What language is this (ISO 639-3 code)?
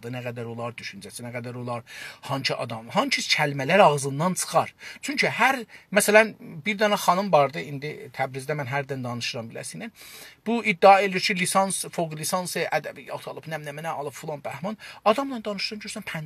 azb